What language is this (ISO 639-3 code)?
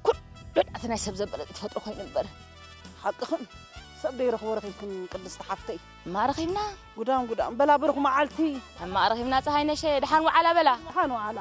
tir